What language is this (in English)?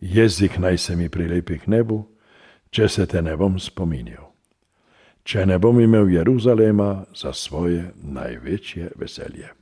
Slovenian